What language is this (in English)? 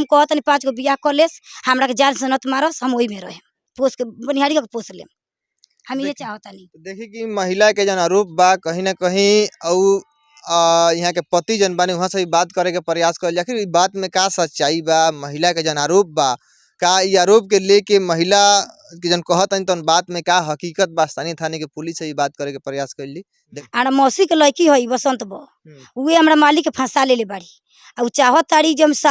Bhojpuri